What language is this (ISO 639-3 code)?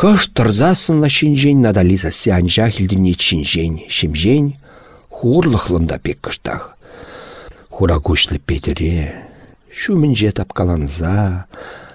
chv